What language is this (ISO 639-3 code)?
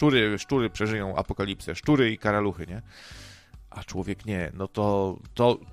pol